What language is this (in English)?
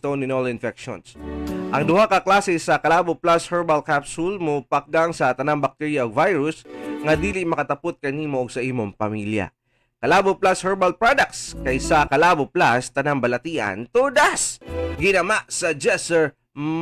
Cebuano